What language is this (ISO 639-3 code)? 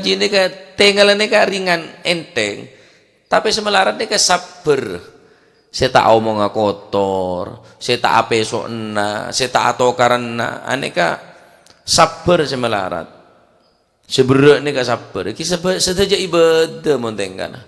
mad